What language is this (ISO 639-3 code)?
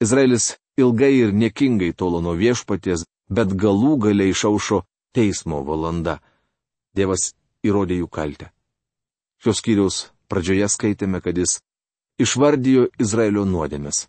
lit